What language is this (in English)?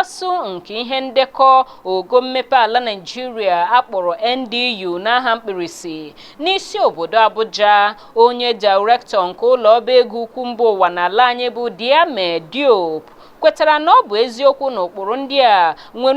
Igbo